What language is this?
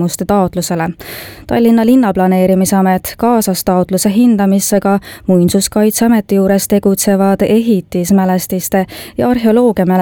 Estonian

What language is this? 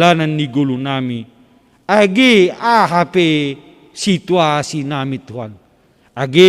Batak Simalungun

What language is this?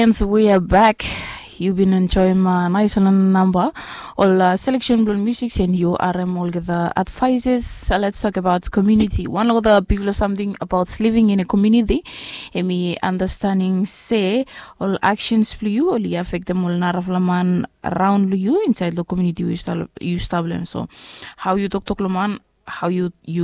Bislama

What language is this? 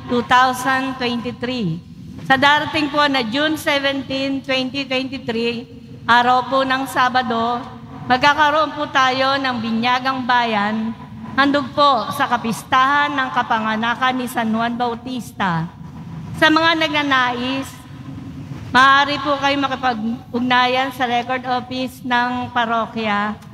Filipino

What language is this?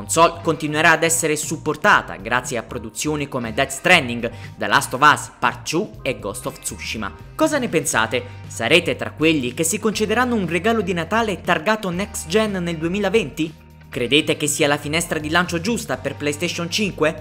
Italian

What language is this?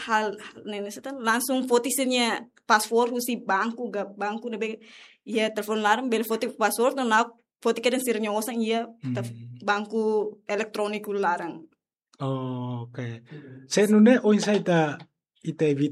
Tetum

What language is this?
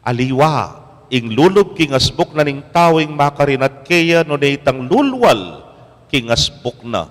Pampanga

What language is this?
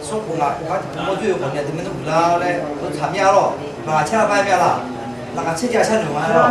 Akha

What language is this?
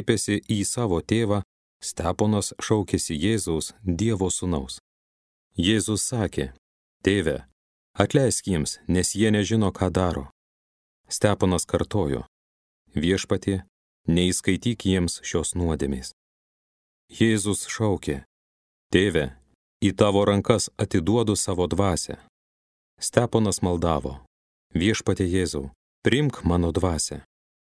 Lithuanian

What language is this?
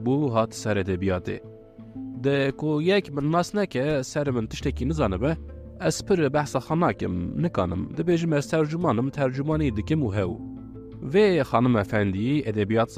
Kurdish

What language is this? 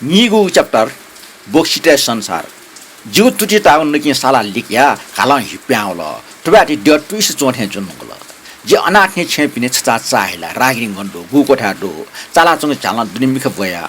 Newari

